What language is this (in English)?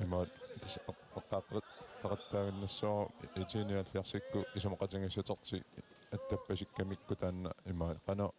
Kalaallisut